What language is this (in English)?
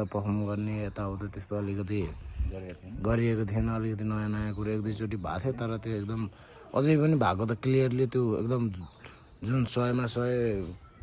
Nepali